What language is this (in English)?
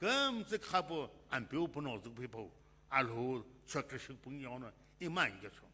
Sumi Naga